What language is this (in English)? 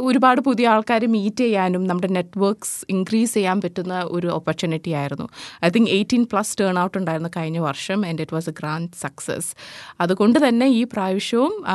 Malayalam